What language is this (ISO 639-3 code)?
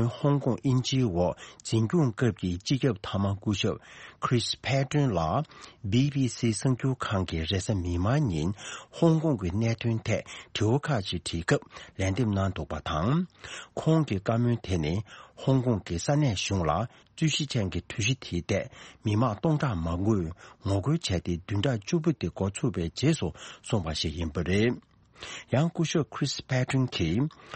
bod